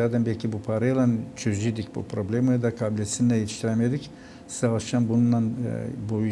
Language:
Gagauz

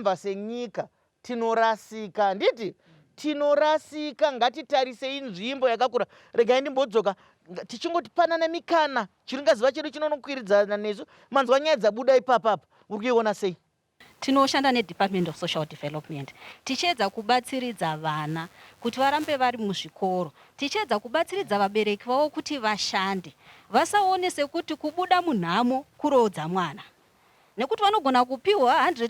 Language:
Shona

